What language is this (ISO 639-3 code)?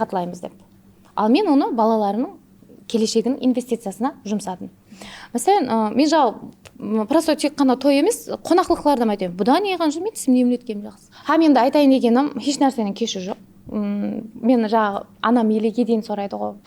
kaa